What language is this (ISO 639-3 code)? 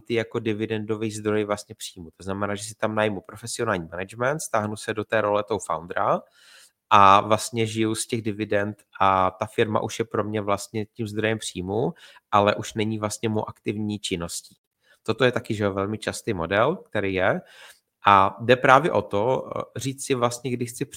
ces